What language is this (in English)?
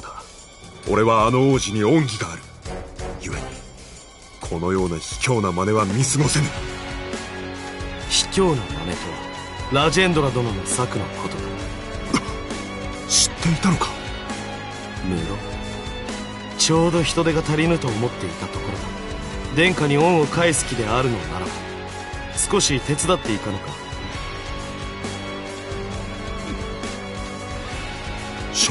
Japanese